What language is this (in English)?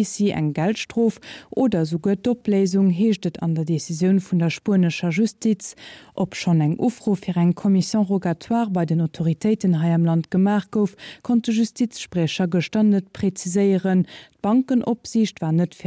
Luxembourgish